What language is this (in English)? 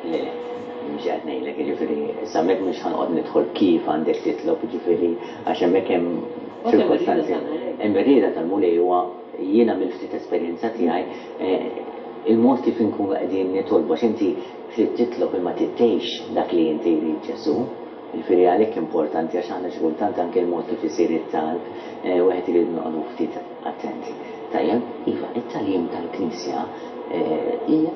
Maltese